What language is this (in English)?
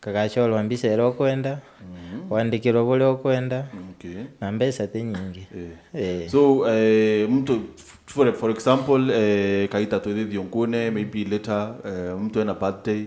Meru